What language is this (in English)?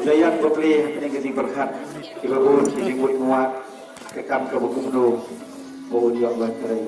Khasi